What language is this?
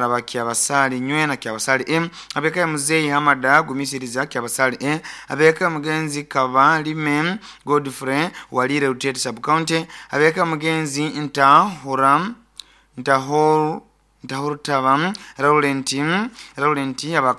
Nyoro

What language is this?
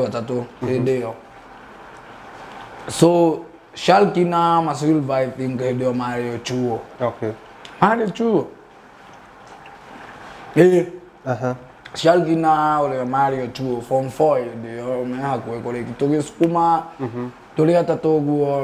Kikuyu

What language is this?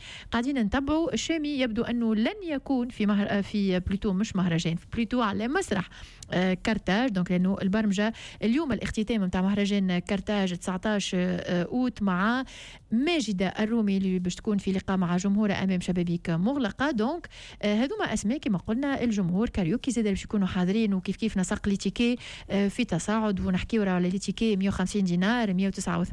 Tunisian Arabic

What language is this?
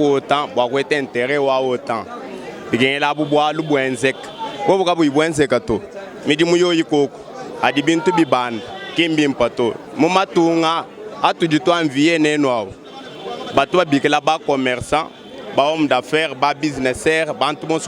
Luba-Lulua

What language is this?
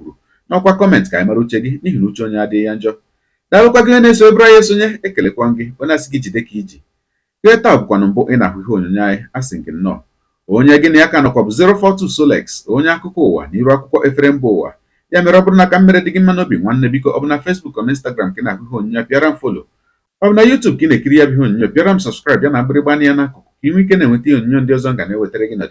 Igbo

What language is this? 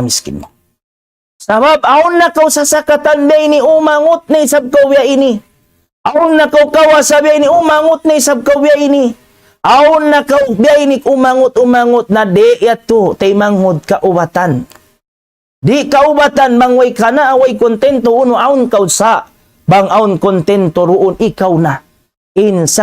Tausug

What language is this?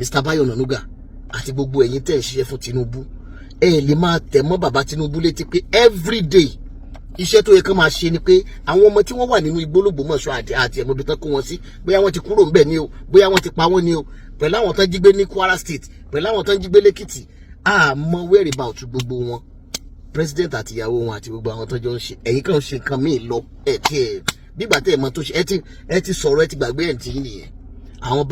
Yoruba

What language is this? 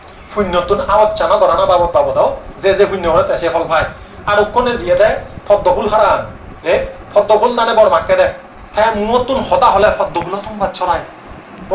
Chakma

